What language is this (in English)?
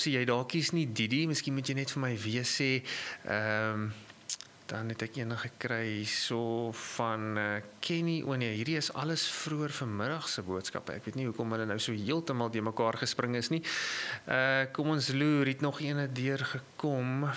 Afrikaans